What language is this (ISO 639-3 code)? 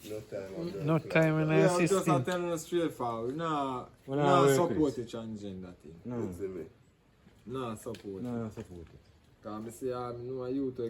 jam